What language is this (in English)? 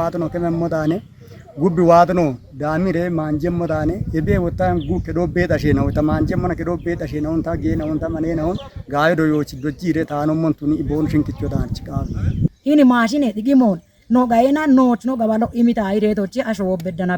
Kafa